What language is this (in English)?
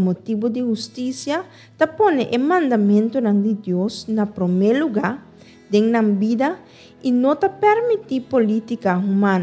Papiamento